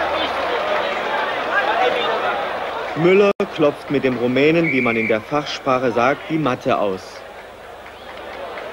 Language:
German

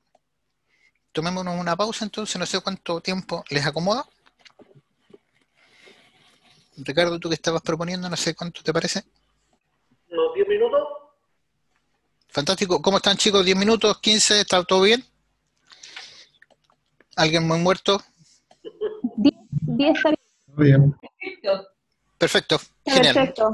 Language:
Spanish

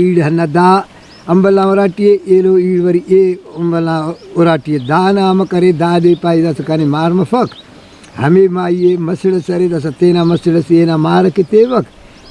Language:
Brahui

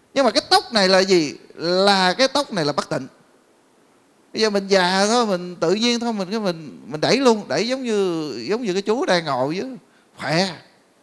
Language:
Vietnamese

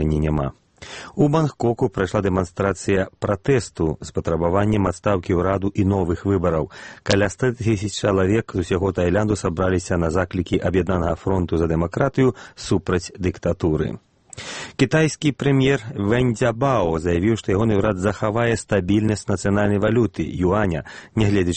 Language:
Belarusian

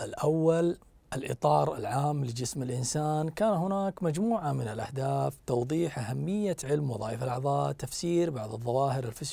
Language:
Arabic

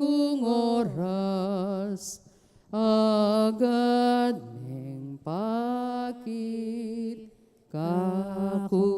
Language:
Pampanga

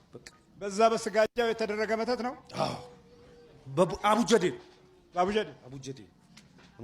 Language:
Amharic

